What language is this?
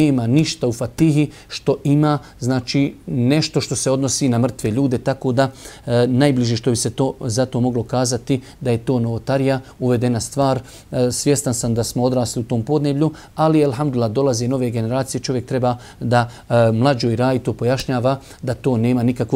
Bosnian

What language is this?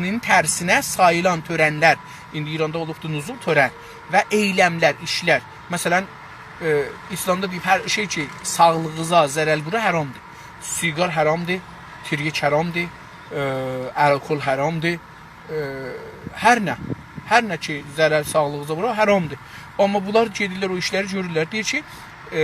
South Azerbaijani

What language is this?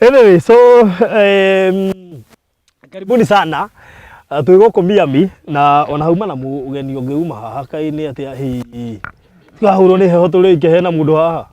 Kikuyu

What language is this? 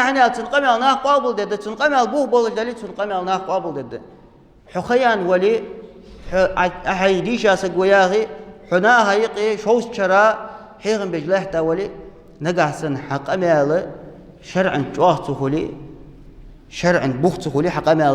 Ingush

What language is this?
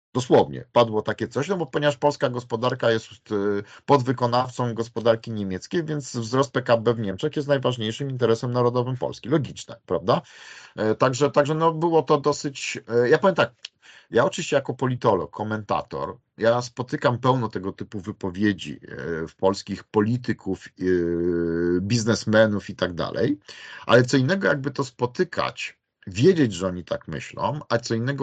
Polish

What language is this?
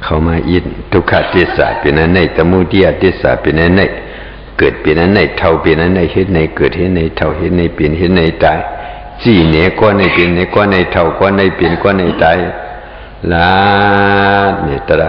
Shan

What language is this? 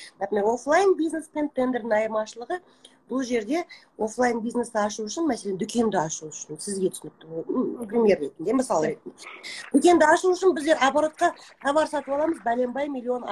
Kazakh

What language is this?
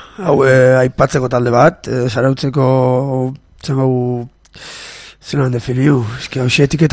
Basque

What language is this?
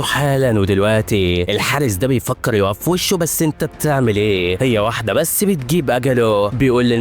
Egyptian Arabic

